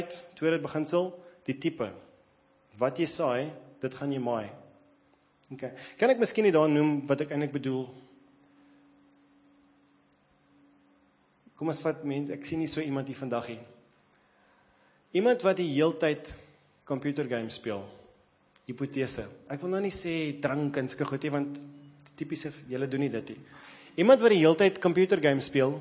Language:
Afrikaans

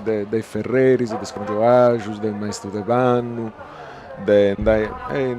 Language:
Sardinian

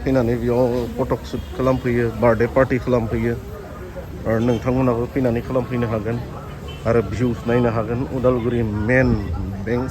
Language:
Bodo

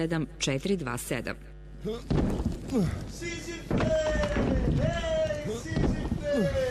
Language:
Croatian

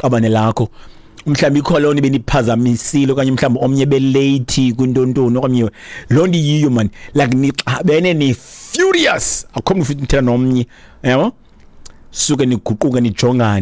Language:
Xhosa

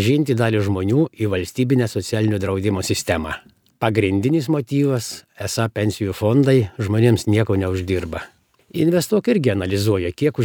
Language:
Lithuanian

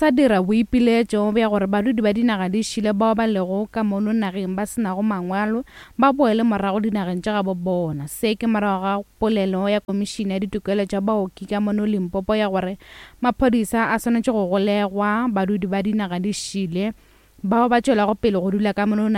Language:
Northern Sotho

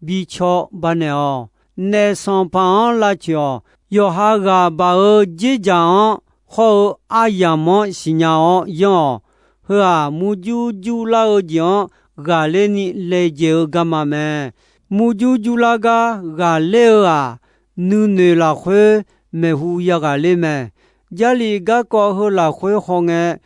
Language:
Akha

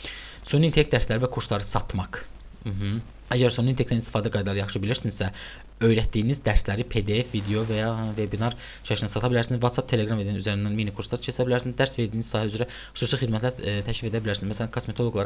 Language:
Azerbaijani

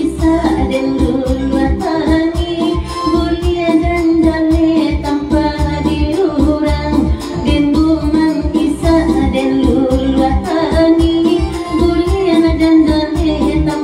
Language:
Minangkabau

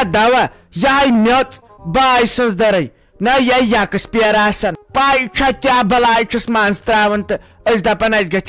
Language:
Kashmiri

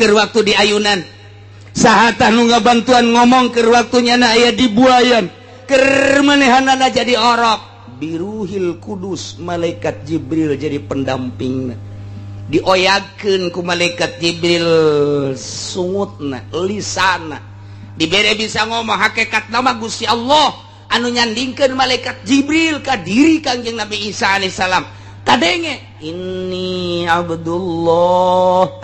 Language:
Sundanese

